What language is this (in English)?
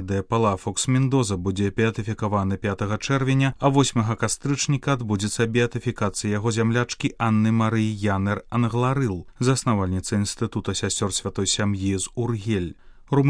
Belarusian